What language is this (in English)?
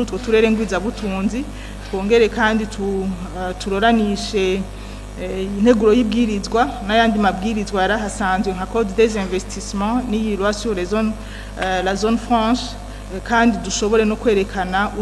Rundi